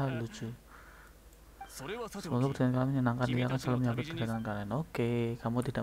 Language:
Indonesian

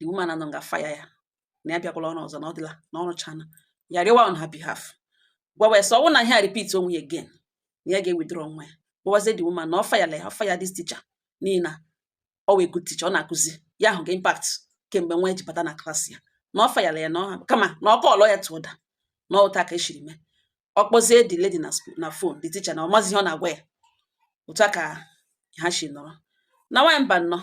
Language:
Igbo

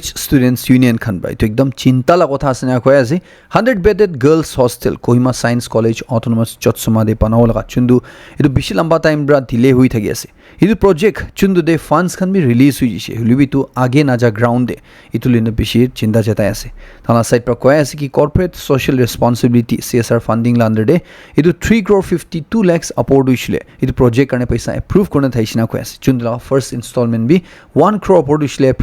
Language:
Naga Pidgin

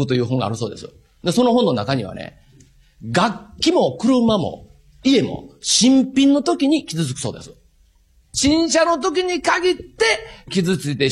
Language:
Japanese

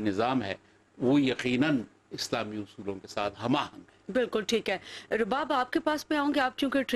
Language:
Urdu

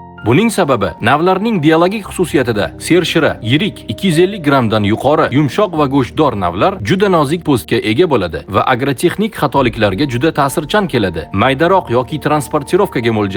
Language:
Uzbek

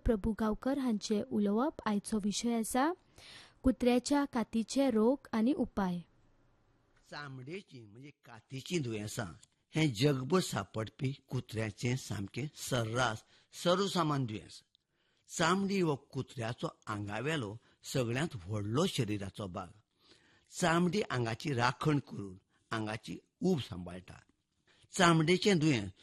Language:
Konkani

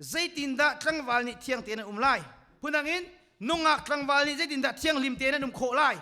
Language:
Hakha Chin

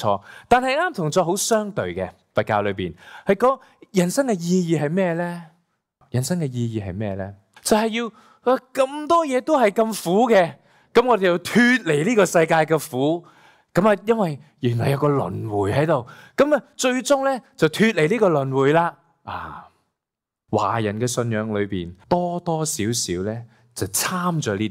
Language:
Cantonese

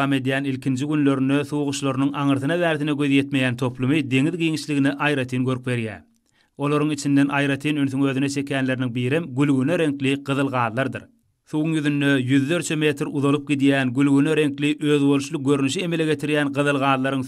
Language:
Turkmen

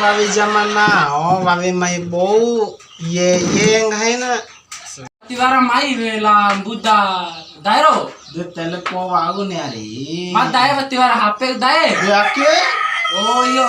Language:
Bima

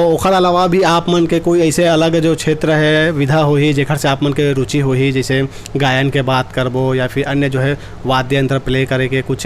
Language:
Chhattisgarhi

